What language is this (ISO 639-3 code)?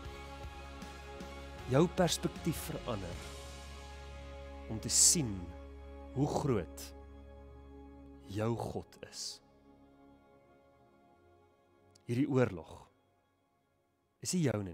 afr